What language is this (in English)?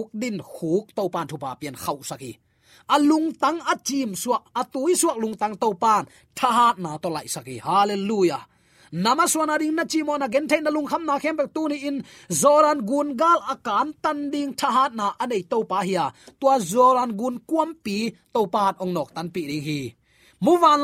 Tedim Chin